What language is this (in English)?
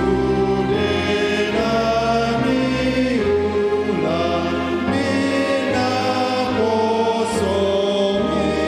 Batak Toba